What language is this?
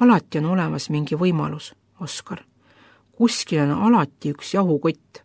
Estonian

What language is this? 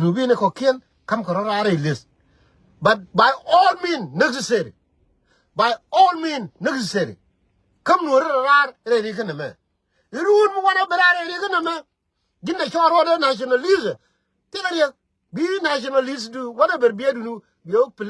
Nuer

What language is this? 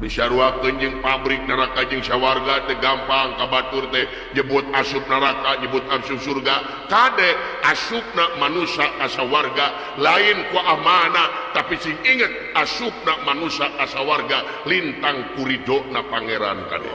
Sundanese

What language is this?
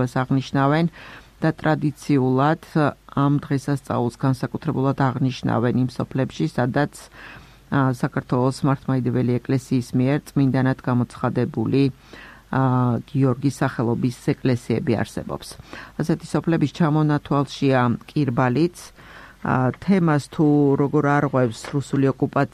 Georgian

